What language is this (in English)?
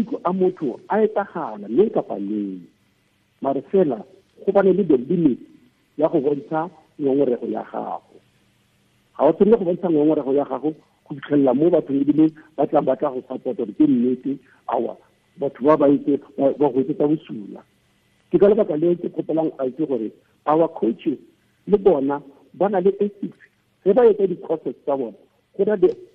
Tswana